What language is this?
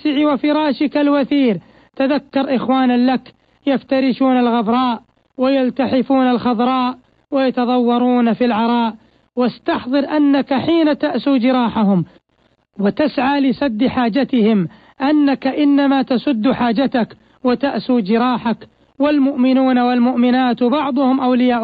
Arabic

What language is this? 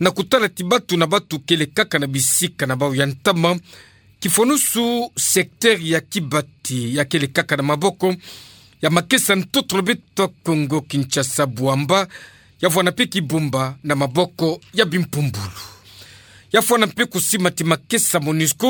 Kituba (Democratic Republic of Congo)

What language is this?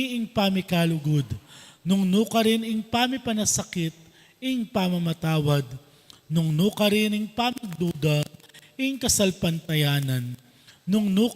Pampanga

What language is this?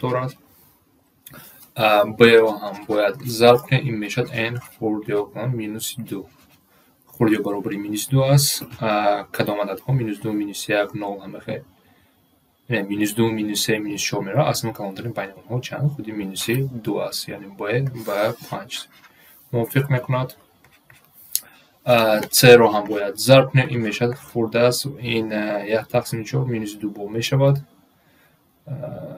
Tajik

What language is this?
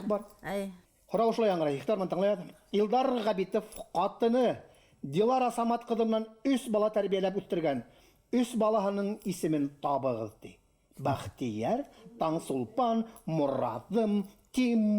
Bashkir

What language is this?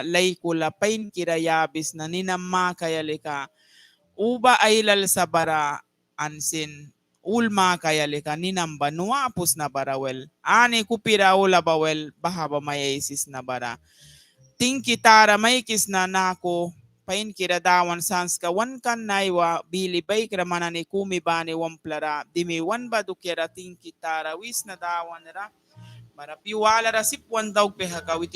Mískito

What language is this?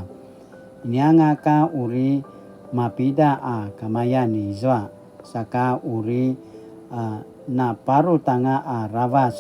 Paiwan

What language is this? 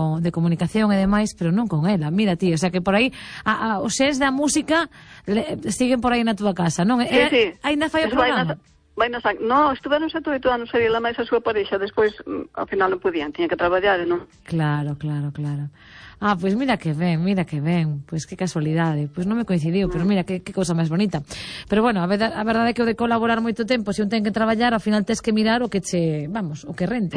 Galician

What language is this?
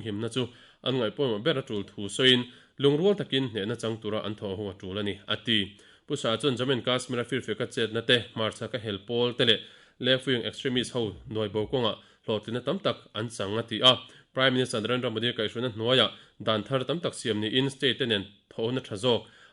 Mizo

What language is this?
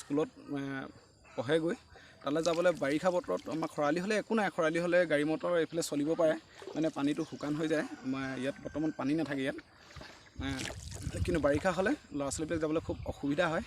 Assamese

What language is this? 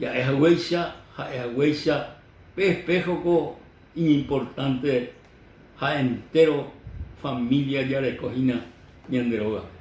Guarani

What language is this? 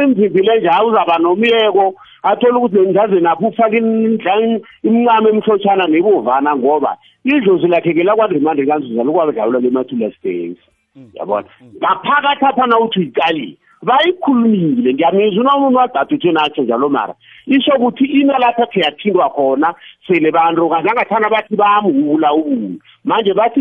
South Ndebele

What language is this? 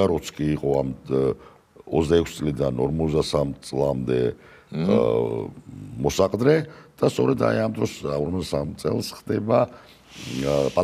Georgian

